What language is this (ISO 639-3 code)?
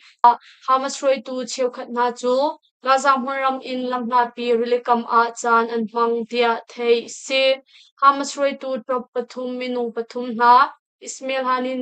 cnh